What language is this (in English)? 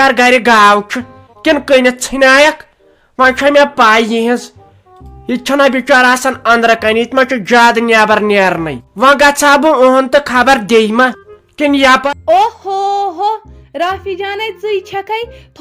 Kashmiri